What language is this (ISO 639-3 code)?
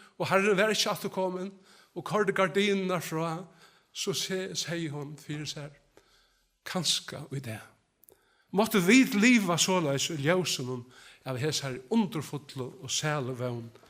fao